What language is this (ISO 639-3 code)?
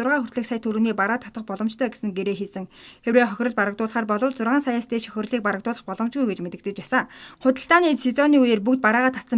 mon